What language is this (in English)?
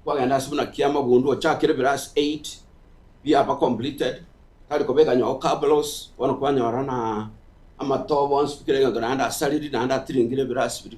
Gusii